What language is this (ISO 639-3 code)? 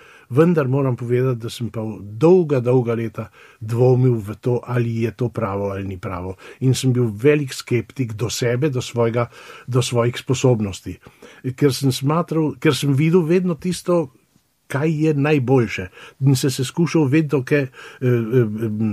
slv